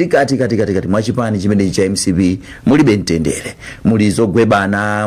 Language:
Nyanja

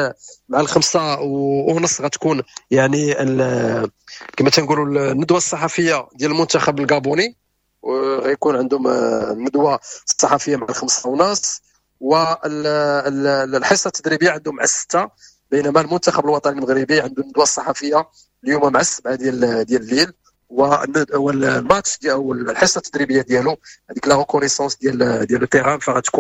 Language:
Moroccan Arabic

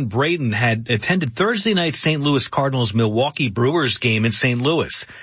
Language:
English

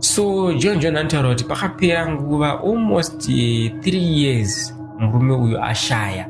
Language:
Shona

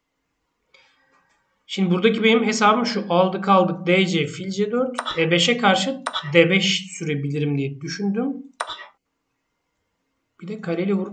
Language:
Turkish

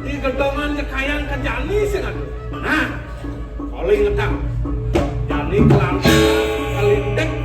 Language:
Balinese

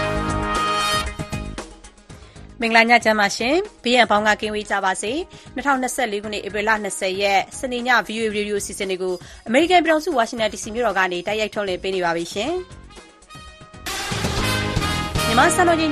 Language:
Burmese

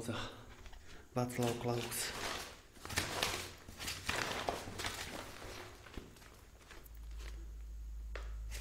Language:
Slovak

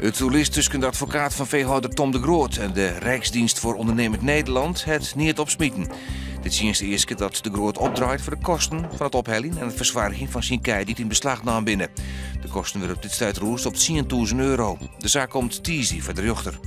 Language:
Western Frisian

